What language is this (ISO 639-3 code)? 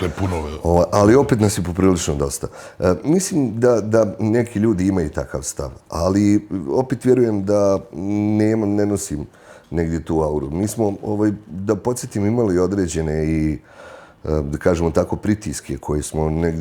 bos